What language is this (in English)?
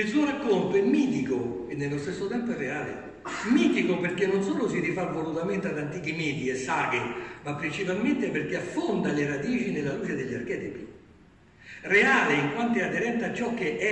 Italian